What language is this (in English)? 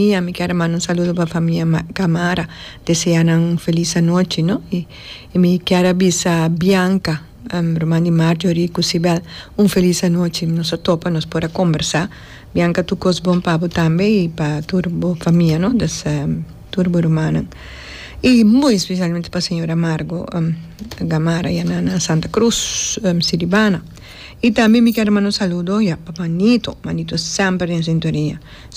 Papiamento